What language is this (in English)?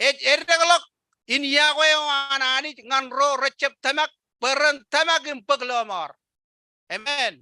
Marshallese